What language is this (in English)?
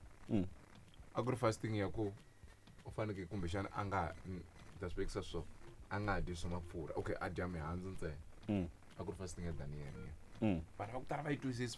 Tsonga